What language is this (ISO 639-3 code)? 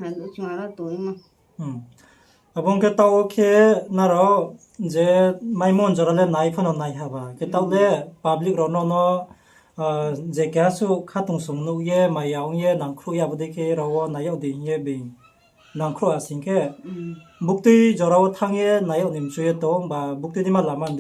ria